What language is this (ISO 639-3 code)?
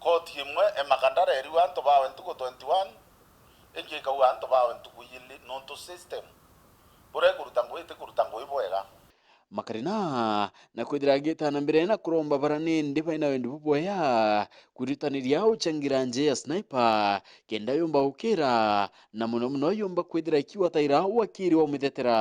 mer